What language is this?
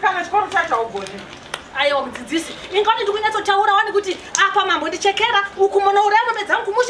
Shona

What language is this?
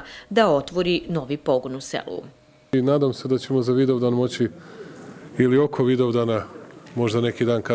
Serbian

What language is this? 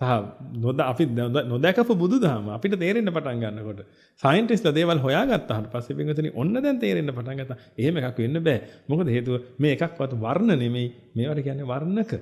Sinhala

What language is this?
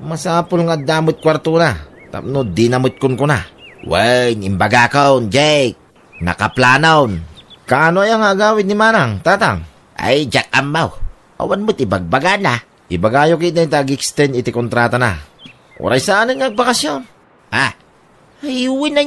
Iloko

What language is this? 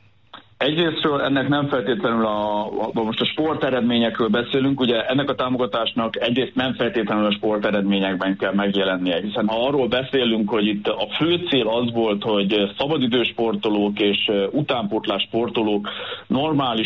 Hungarian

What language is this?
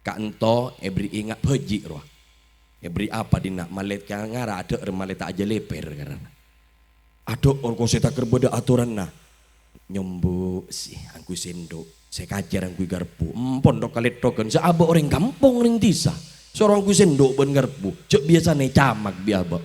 Madurese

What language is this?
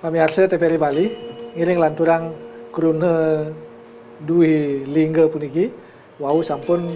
Balinese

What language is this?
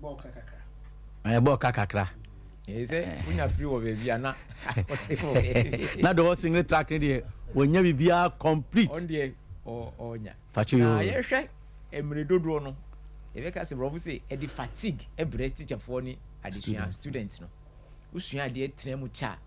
Akan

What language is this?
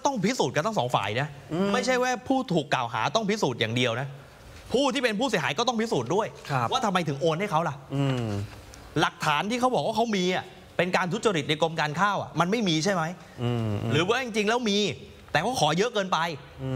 Thai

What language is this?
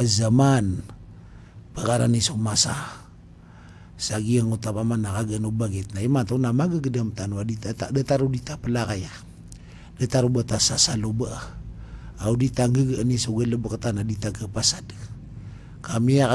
Maranao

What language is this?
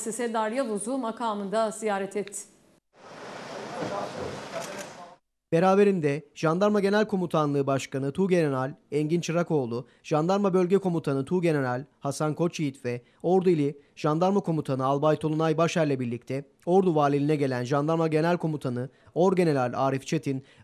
Turkish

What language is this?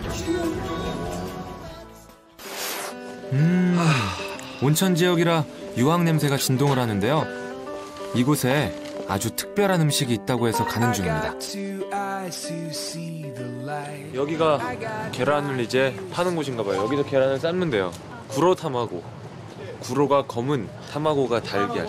Korean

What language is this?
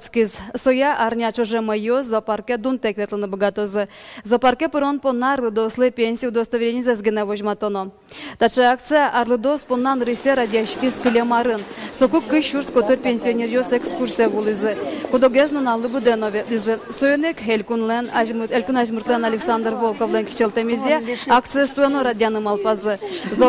Udmurt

